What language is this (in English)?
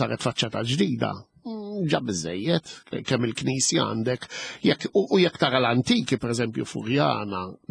Maltese